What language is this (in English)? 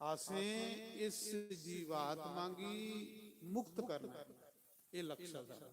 Dogri